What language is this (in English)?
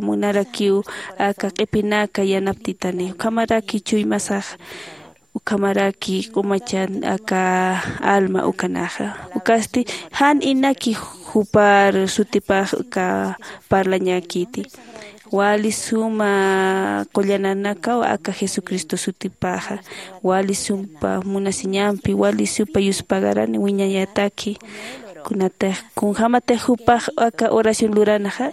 Aymara